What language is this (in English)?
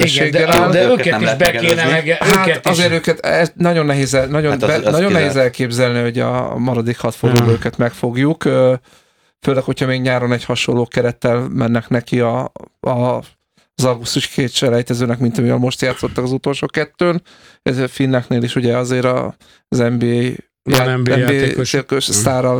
Hungarian